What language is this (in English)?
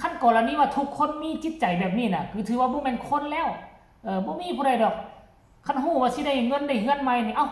Lao